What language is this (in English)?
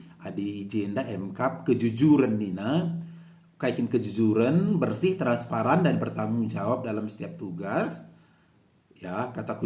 Batak Karo